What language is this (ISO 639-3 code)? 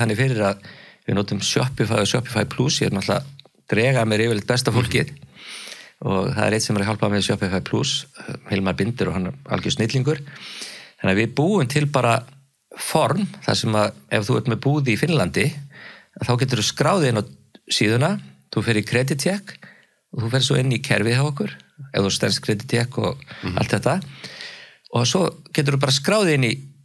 isl